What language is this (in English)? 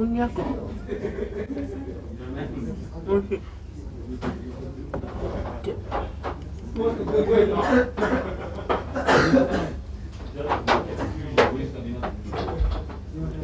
Japanese